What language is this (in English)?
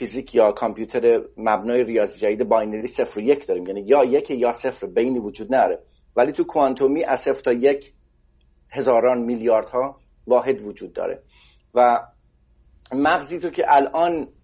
Persian